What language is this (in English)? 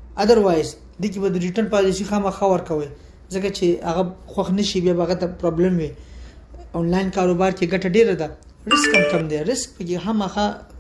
Pashto